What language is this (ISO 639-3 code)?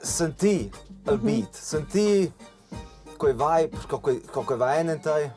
roh